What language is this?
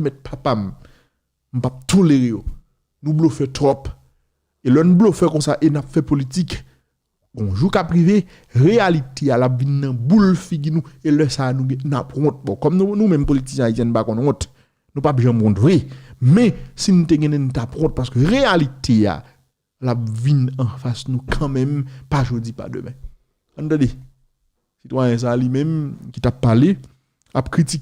Haitian Creole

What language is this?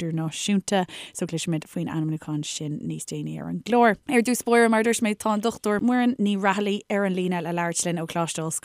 Irish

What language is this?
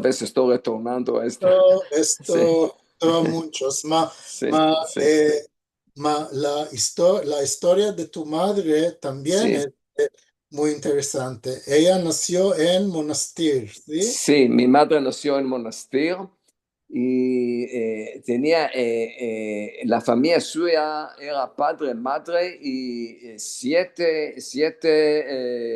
Ladino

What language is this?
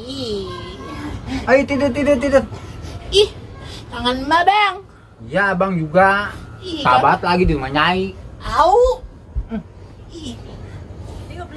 Betawi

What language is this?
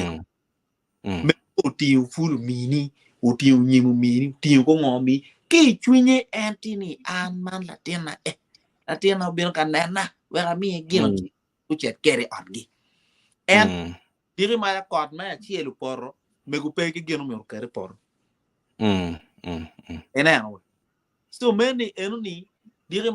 Acoli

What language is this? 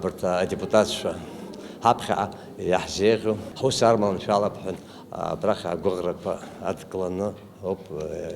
Abkhazian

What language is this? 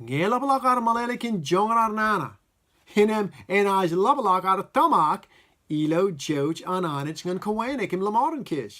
Marshallese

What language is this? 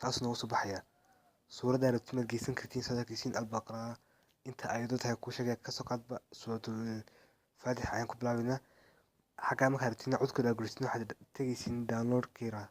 Somali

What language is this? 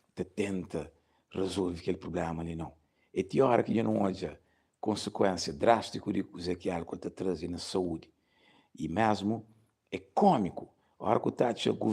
Kabuverdianu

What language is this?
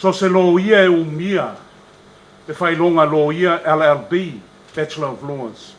Samoan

